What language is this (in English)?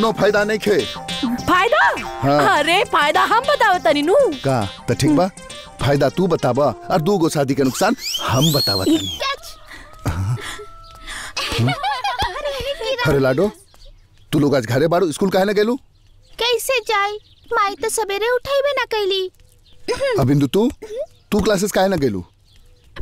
Bhojpuri